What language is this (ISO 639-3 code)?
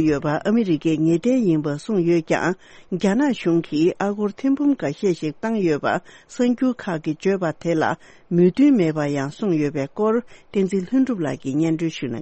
bod